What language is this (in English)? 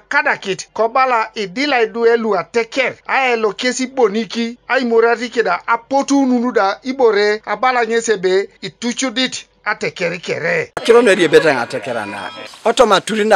Teso